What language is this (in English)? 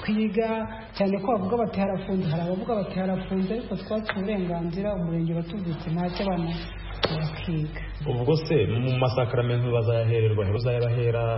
Kinyarwanda